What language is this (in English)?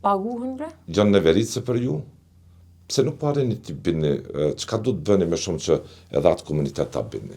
Albanian